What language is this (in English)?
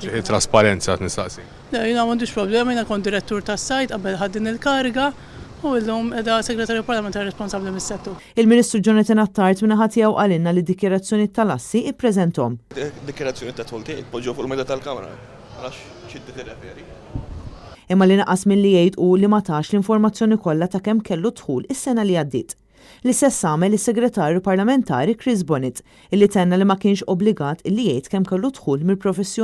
Maltese